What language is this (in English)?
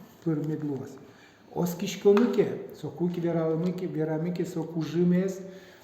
Udmurt